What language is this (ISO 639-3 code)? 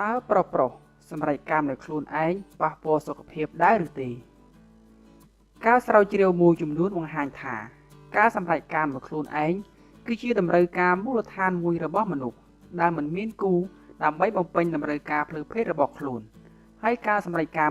khm